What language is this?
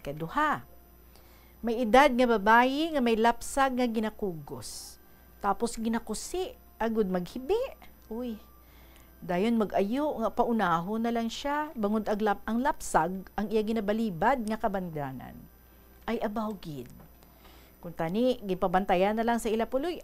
Hiligaynon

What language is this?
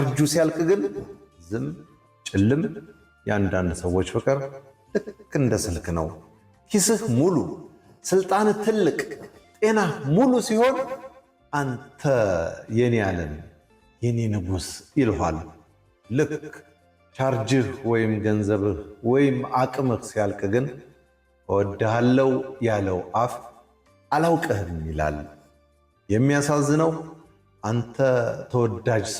Amharic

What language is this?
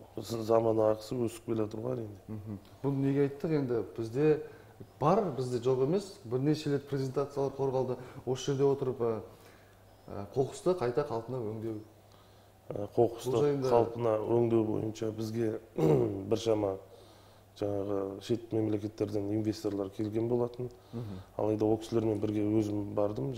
Kazakh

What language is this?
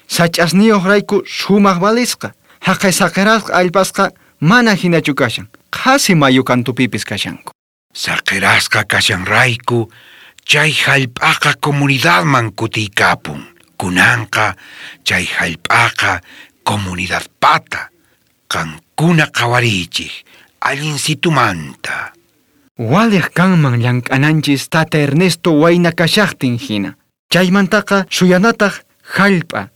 South Bolivian Quechua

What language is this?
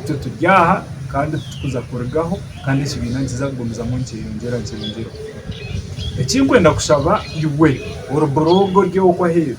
Nyankole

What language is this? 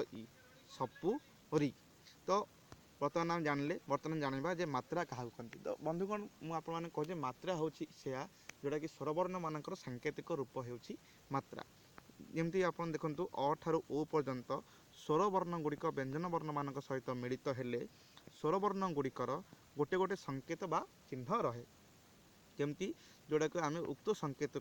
Odia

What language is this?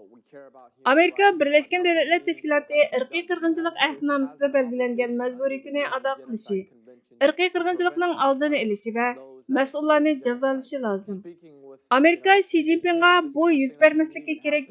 Uyghur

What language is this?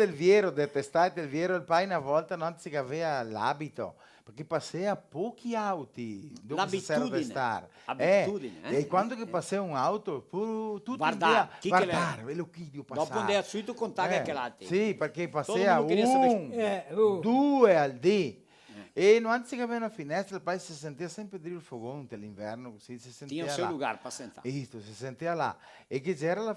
Venetian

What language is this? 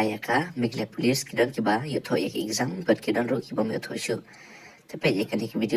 Khasi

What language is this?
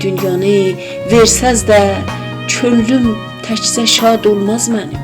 South Azerbaijani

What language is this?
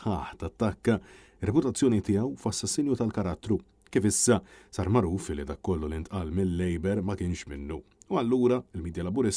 Maltese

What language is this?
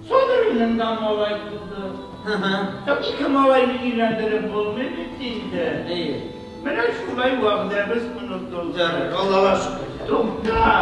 Tatar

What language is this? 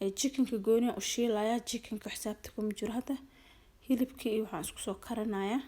Somali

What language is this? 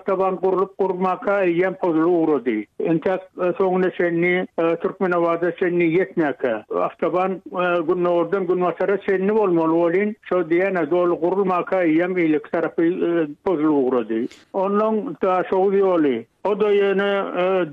Turkmen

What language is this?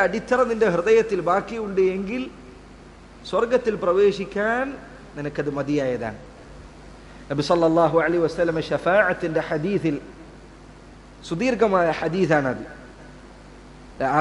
Malayalam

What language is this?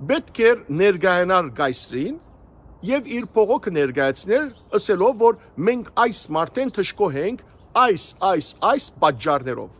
Western Armenian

